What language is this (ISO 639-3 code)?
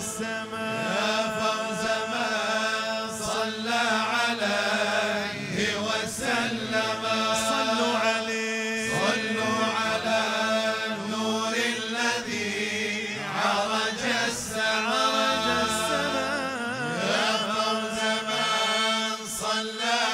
ara